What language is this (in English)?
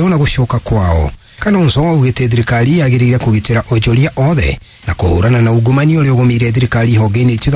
Kikuyu